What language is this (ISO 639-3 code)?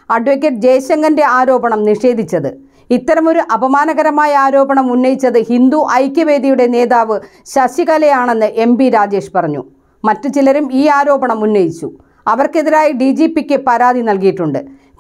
mal